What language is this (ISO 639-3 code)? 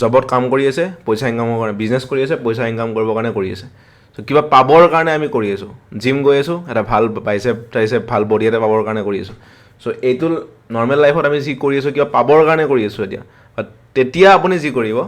asm